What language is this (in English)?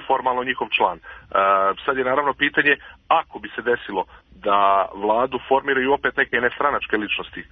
Serbian